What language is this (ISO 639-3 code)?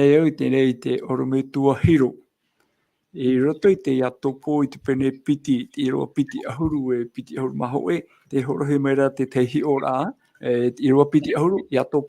tah